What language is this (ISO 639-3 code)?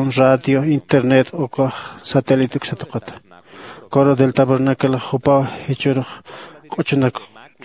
aym